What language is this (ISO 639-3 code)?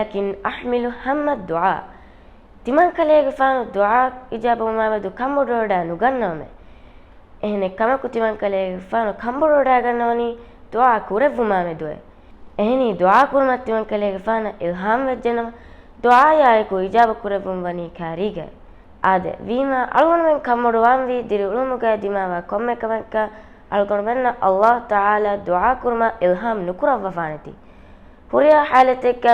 div